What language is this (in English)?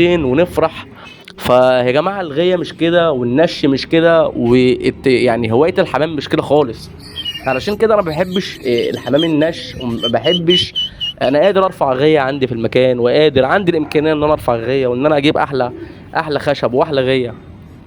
Egyptian Arabic